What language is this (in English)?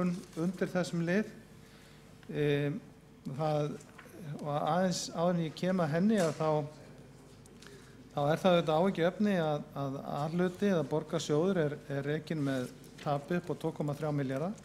Icelandic